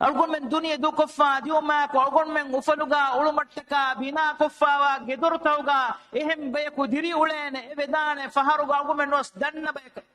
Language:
Divehi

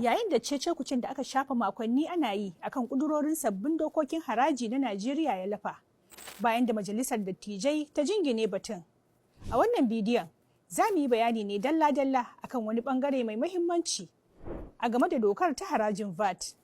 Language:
Hausa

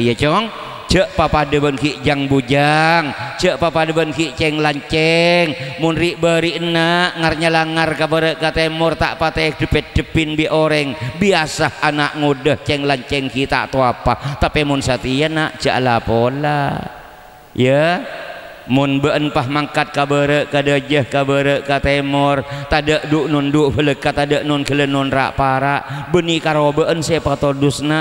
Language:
Madurese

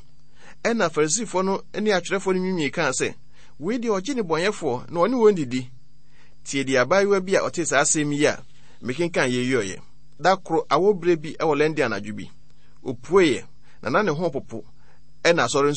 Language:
Akan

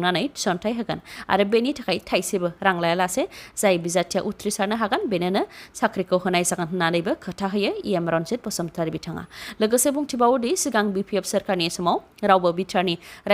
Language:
Bodo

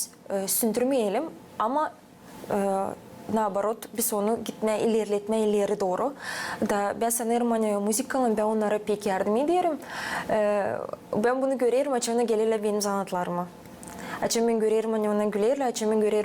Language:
Gagauz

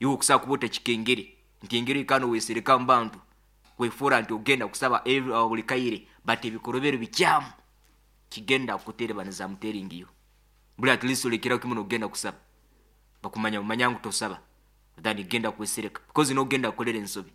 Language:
Nyoro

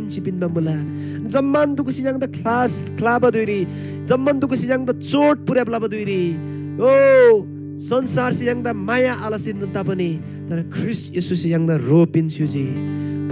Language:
Eastern Tamang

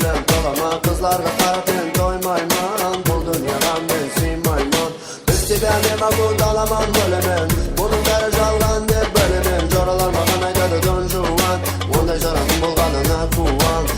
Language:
Kara-Kalpak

